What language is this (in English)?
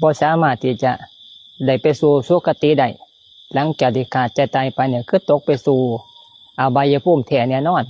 Lao